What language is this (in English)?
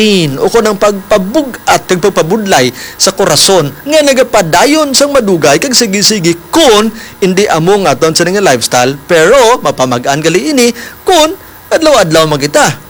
Hiligaynon